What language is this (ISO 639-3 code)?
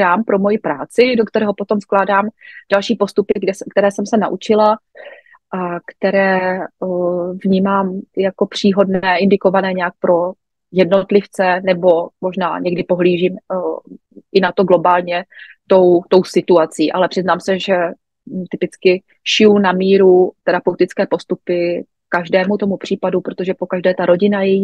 ces